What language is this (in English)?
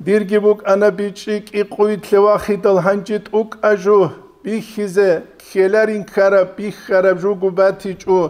Avaric